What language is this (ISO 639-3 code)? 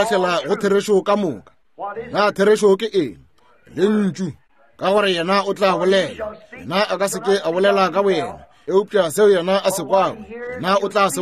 nso